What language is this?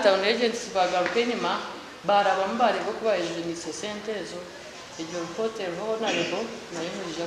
Nyankole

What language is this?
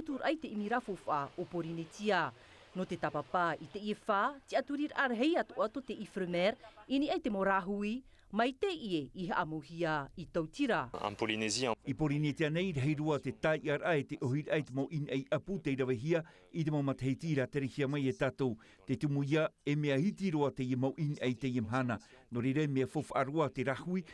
Tahitian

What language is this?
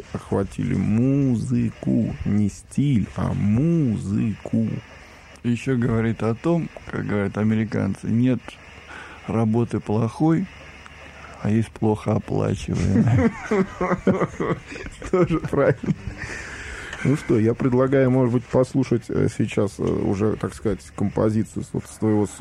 Russian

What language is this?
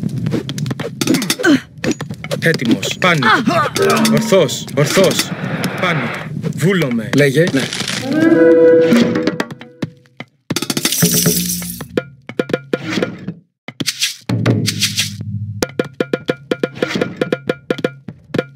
Greek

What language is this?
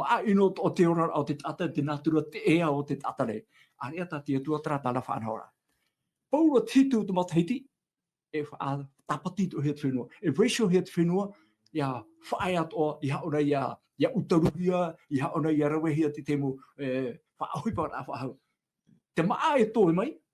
Tahitian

